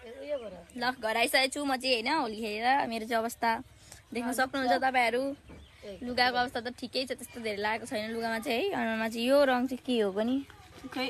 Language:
Nepali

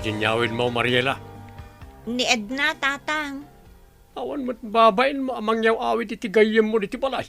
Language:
Iloko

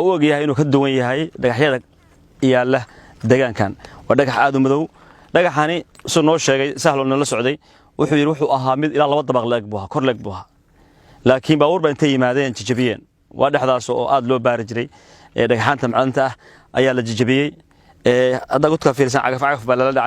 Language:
Somali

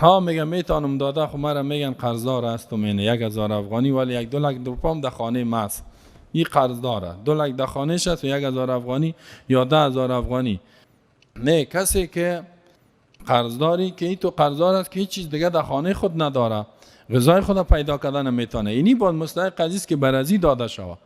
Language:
Persian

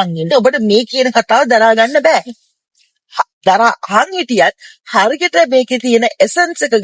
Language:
Sinhala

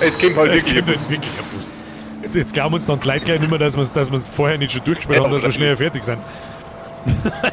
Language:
Bavarian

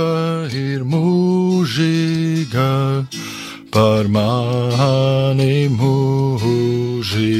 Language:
Latvian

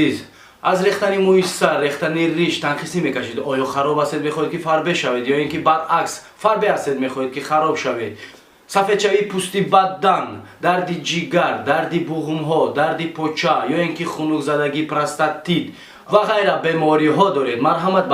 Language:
Tajik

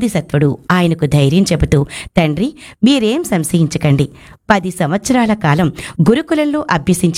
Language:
Telugu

